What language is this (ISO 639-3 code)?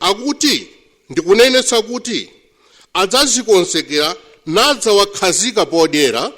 nya